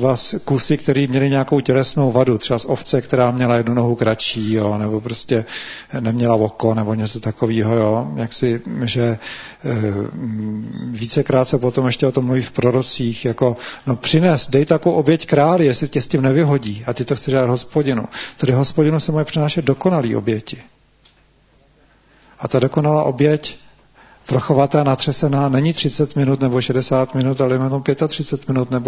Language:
Czech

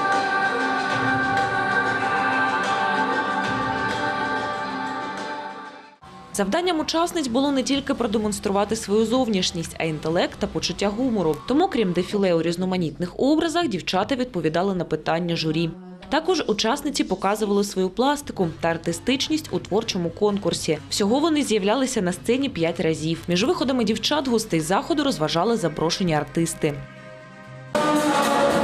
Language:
Ukrainian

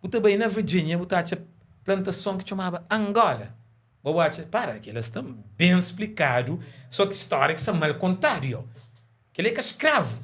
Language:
Kabuverdianu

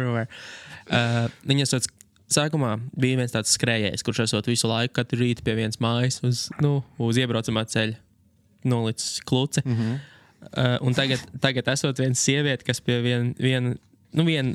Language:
Latvian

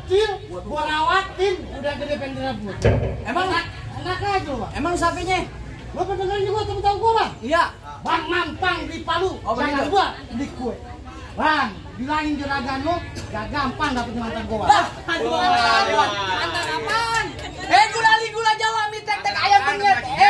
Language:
Betawi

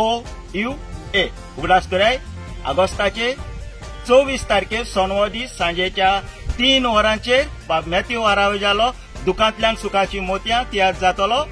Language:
Konkani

